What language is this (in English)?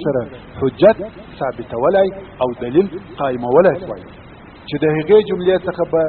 Pashto